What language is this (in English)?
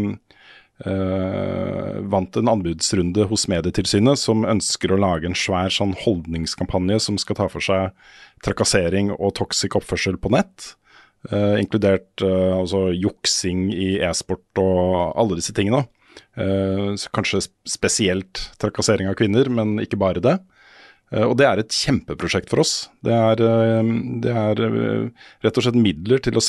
Norwegian